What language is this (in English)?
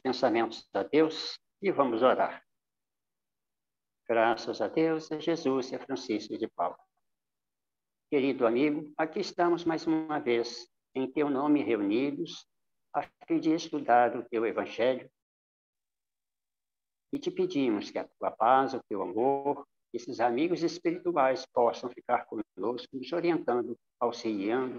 Portuguese